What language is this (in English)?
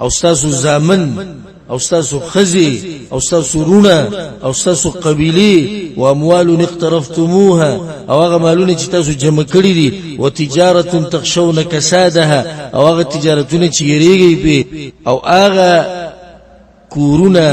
Pashto